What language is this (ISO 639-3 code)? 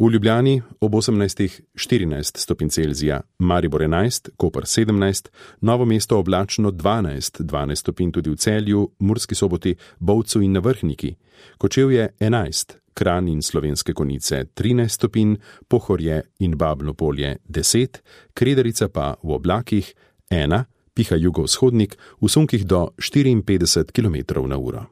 slv